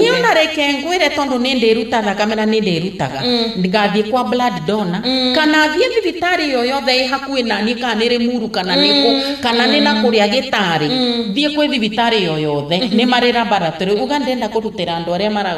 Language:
Kikuyu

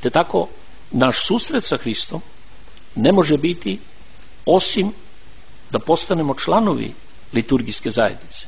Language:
Serbian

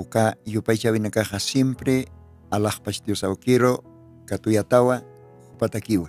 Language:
Aymara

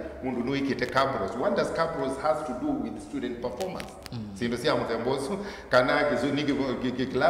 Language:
Kamba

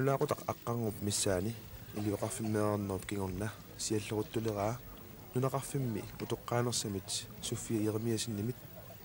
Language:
Kalaallisut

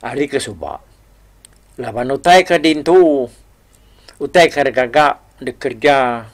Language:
Iban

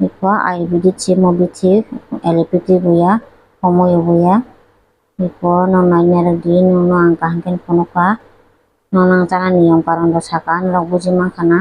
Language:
Kok Borok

